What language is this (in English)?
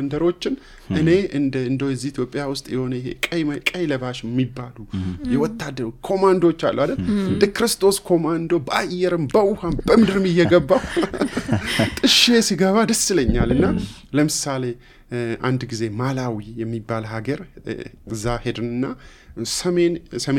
Amharic